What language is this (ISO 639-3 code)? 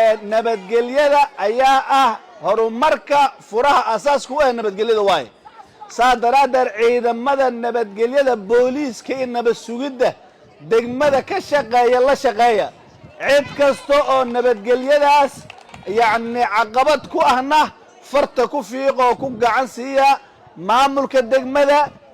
som